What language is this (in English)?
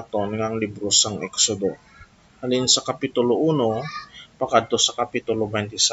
Hiligaynon